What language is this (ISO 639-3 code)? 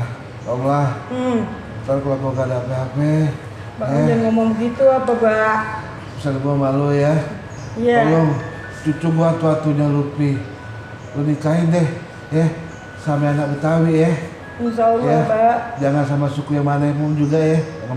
bew